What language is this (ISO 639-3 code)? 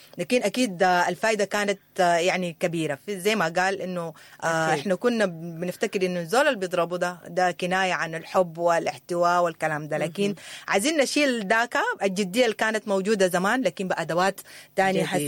apd